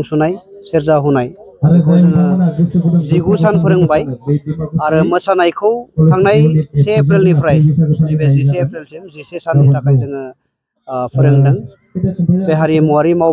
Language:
Bodo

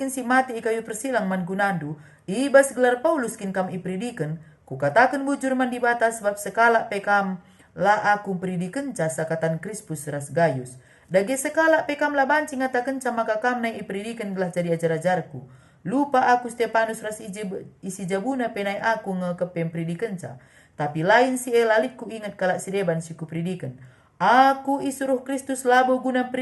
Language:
Batak Karo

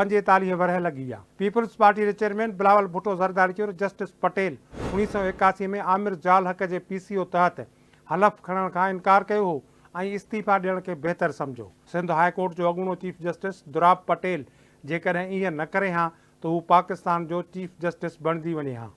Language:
Sindhi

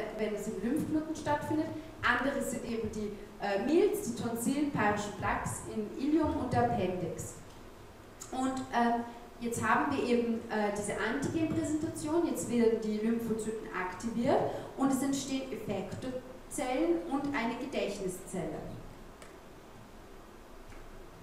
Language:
German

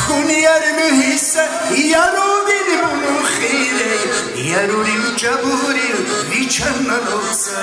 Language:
Lak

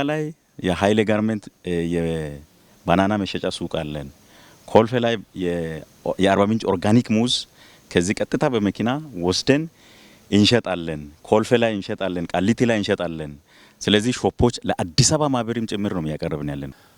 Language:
Amharic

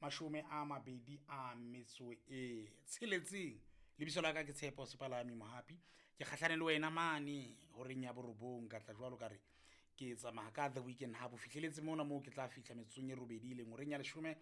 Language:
Southern Sotho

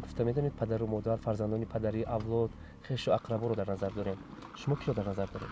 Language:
Tajik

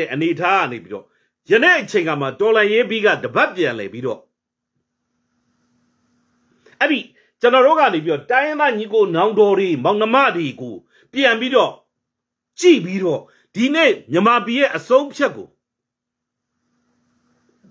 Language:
Burmese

